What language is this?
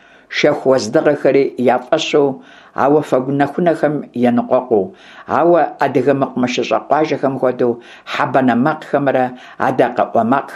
Kabardian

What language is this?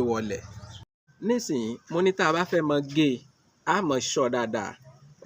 Yoruba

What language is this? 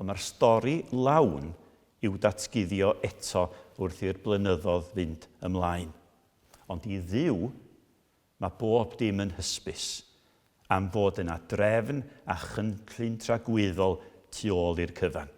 Welsh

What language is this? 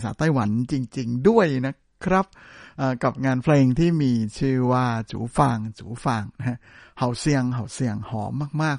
Thai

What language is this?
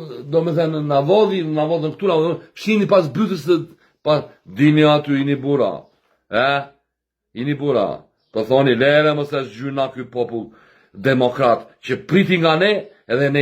Albanian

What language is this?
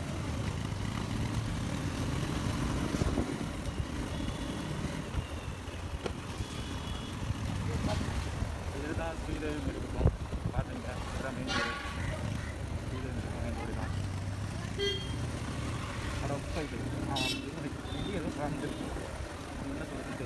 Tamil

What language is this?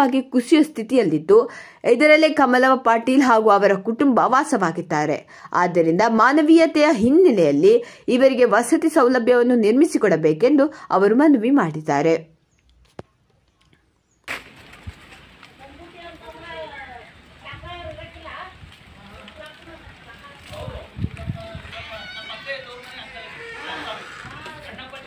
Kannada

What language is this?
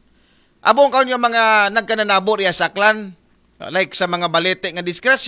Aklanon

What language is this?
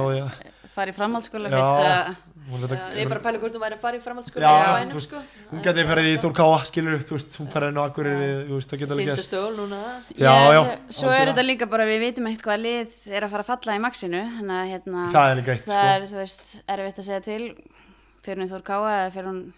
Icelandic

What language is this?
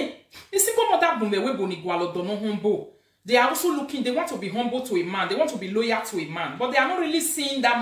Nigerian Pidgin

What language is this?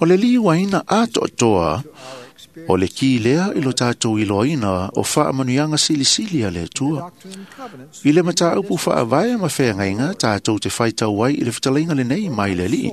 Samoan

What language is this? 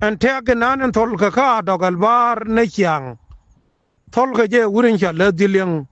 Nuer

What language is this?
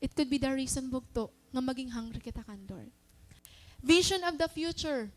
Waray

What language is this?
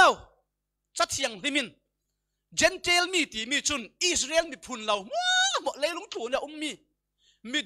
Falam Chin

